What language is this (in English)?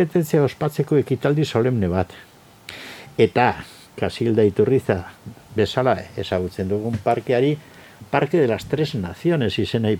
Basque